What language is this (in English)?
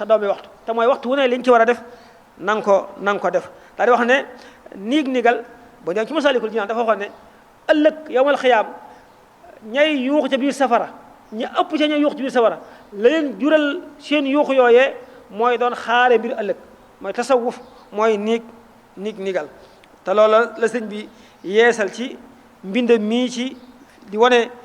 Wolof